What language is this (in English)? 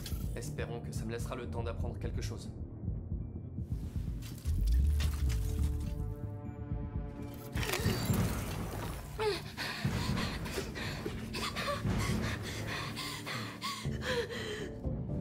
French